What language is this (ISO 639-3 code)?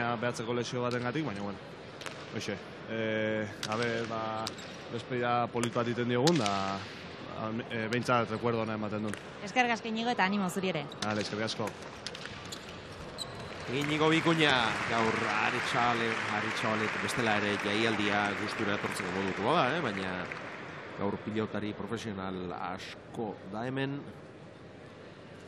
eus